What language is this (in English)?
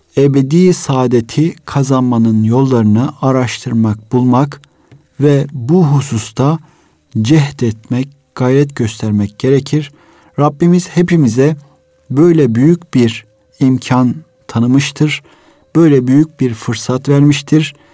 Turkish